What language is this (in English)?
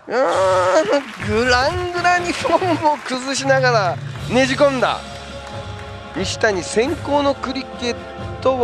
Japanese